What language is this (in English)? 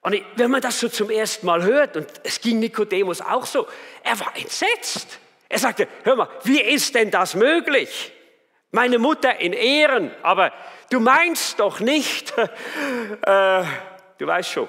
Swiss German